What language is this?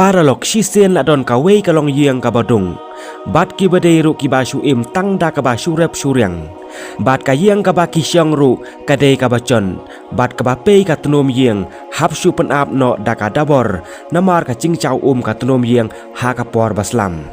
Khasi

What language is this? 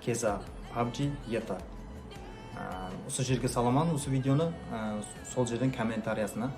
Kara-Kalpak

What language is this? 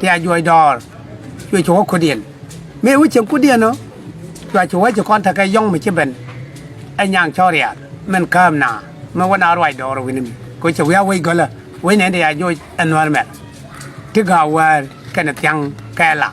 Nuer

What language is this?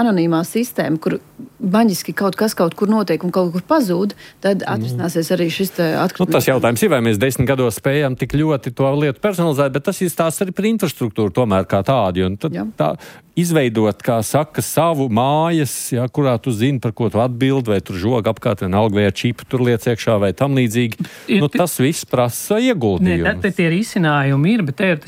Latvian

